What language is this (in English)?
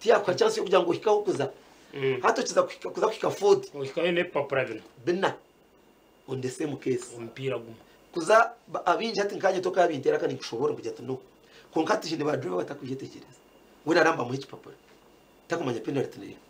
Nyankole